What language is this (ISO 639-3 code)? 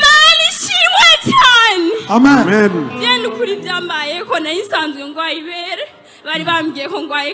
kin